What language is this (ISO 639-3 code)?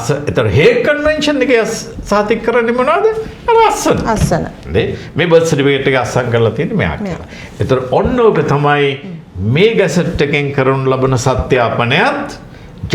sin